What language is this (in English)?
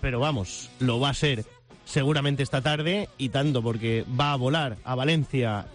Spanish